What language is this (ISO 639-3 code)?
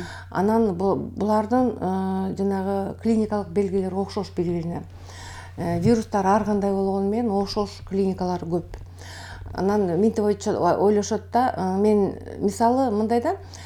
kir